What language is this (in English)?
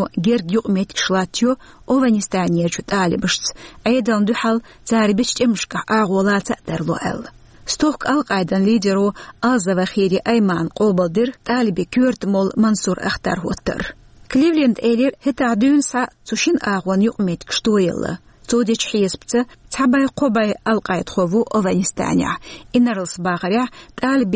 Chechen